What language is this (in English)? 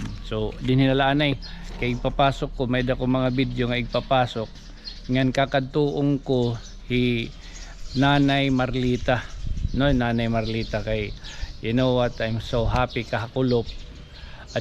Waray